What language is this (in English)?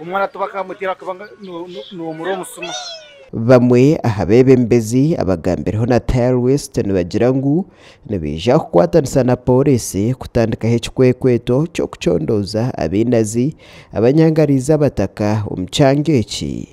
Nyankole